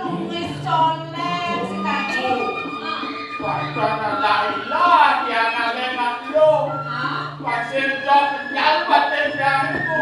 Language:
Balinese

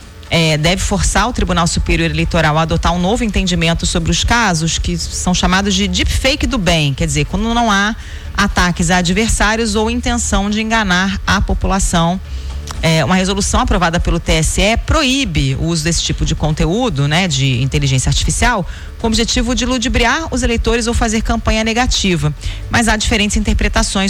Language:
Portuguese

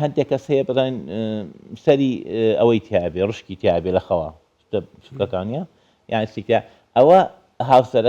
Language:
Central Kurdish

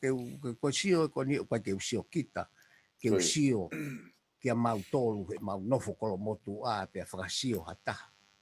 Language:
Tongan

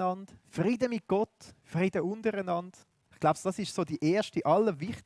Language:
Swiss German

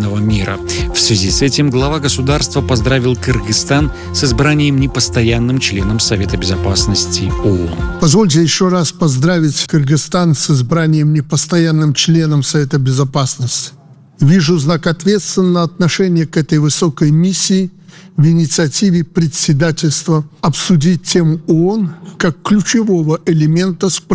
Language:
Russian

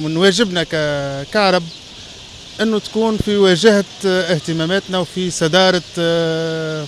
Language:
Tunisian Arabic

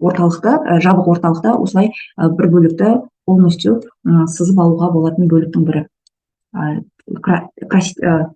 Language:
Kazakh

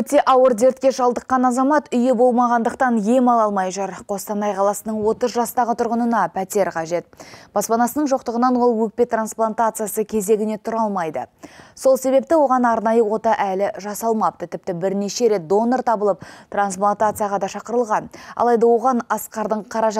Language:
Kazakh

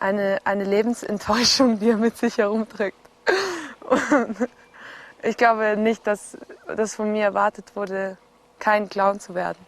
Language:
Swiss German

